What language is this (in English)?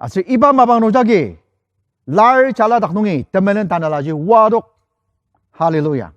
Ao Naga